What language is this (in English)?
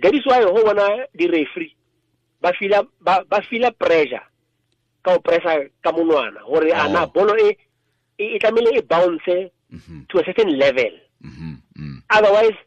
Tswana